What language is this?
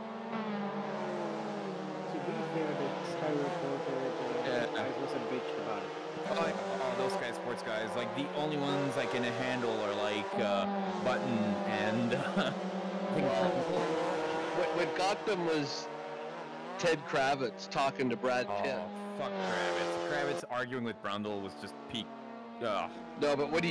English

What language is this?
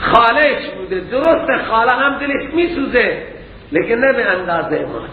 Persian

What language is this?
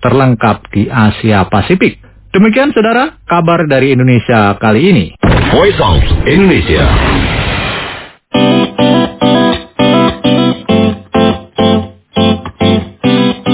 Indonesian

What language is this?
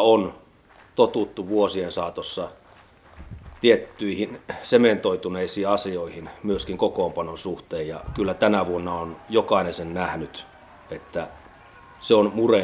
Finnish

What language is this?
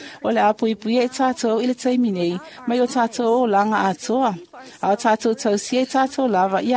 Samoan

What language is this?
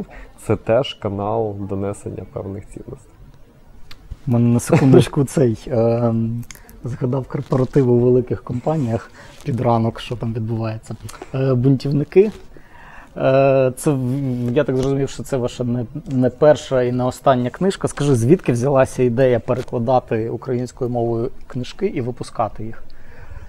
Ukrainian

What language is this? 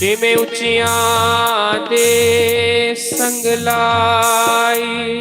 Dogri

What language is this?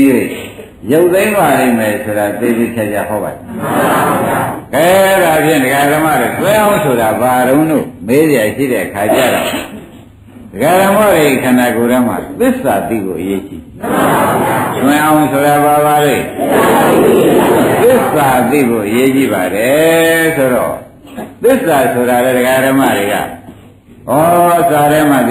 Burmese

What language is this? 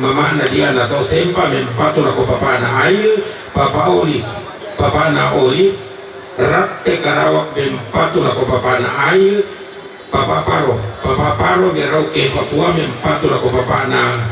Toraja-Sa'dan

